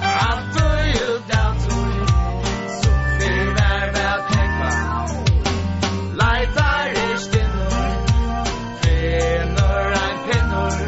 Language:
Faroese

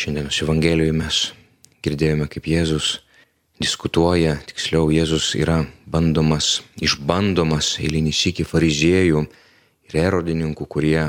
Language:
Lithuanian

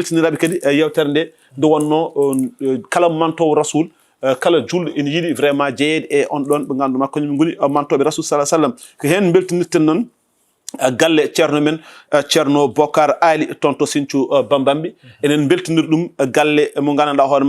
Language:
Fula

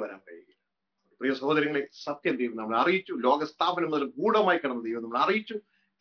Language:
Malayalam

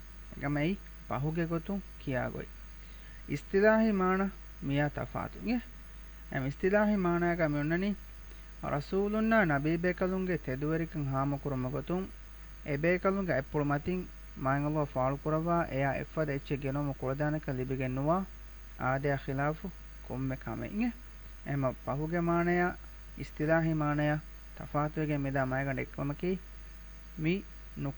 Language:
Divehi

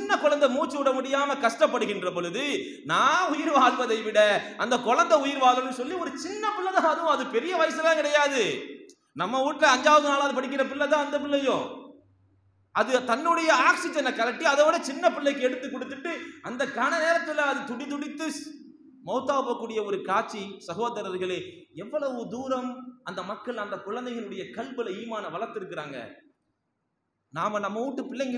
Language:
Tamil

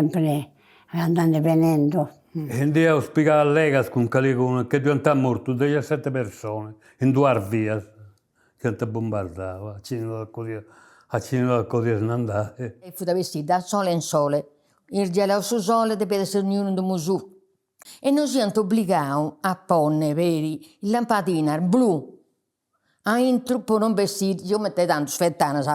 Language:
Sardinian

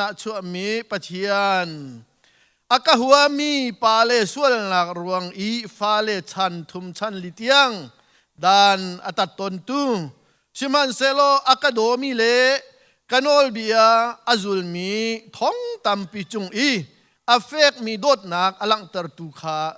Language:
Hakha Chin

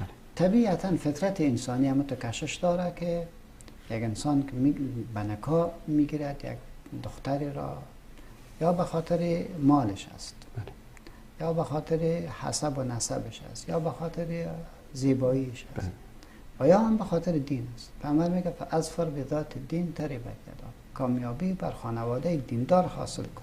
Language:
Persian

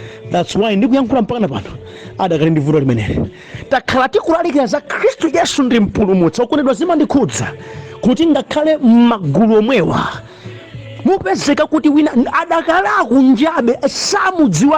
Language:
Nyanja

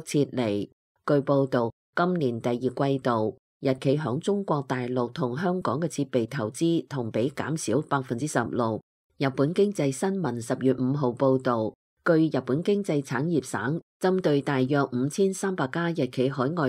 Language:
Cantonese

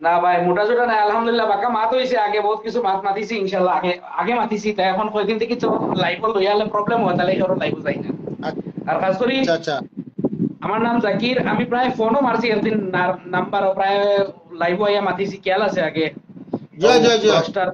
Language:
Sylheti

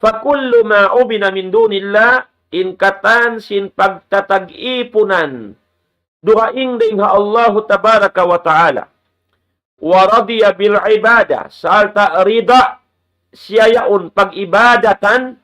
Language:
Tausug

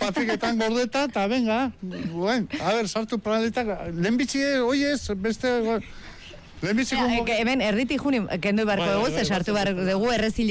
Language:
Basque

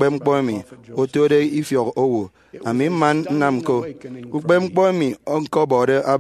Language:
Efik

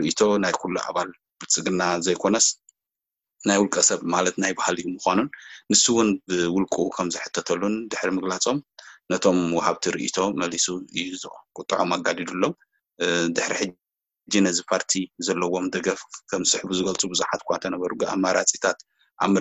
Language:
Tigrinya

